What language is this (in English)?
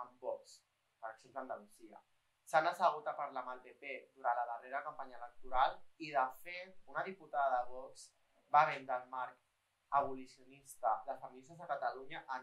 Catalan